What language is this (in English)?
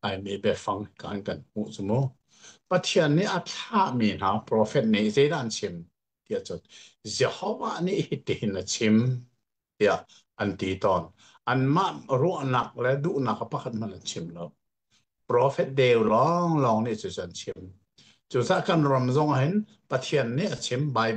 Hakha Chin